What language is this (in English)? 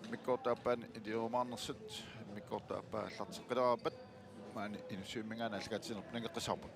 Kalaallisut